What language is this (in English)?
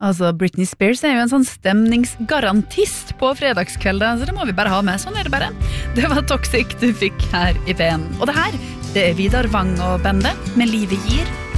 Norwegian